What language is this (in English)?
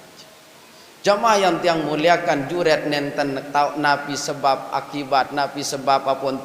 Sasak